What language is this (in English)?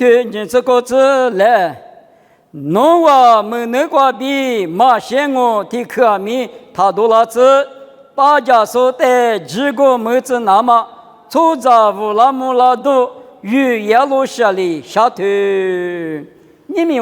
Lisu